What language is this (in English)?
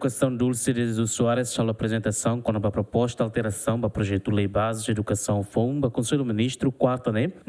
Tetum